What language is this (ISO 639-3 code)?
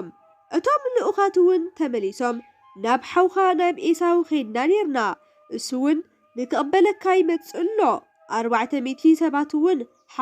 tir